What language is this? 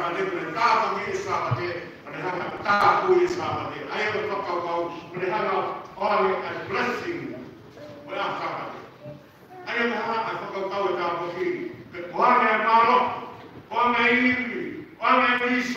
Tongan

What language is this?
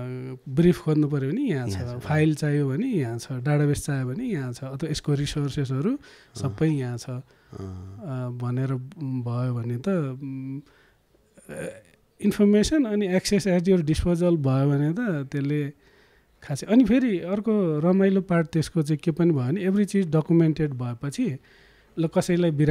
Nepali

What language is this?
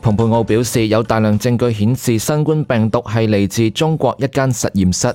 Cantonese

